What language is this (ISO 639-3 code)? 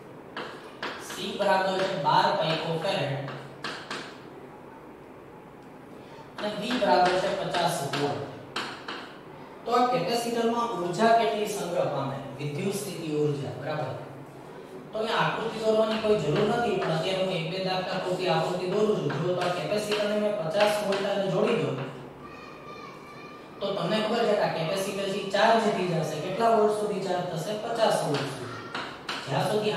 guj